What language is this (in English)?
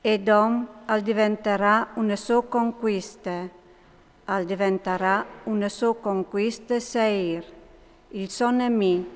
Friulian